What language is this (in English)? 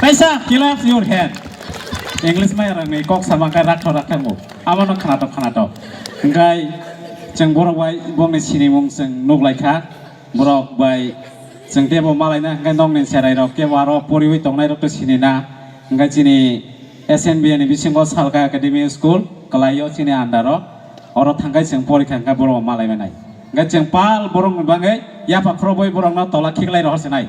Kok Borok